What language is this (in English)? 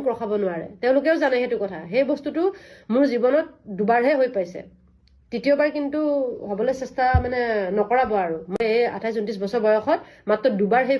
Assamese